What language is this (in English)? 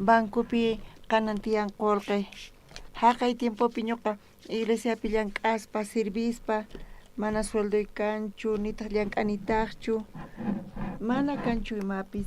South Bolivian Quechua